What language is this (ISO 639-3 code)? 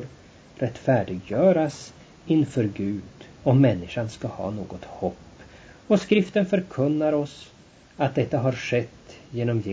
swe